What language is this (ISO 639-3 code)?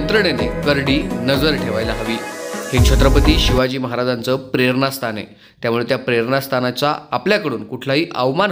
mar